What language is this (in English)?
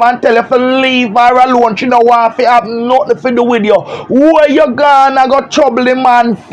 Jamaican Creole English